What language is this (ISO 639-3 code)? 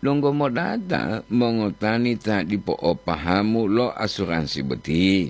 gor